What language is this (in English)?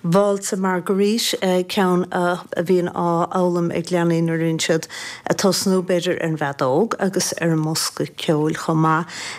Irish